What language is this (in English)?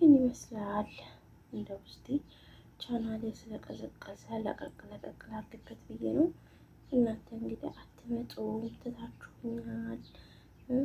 Amharic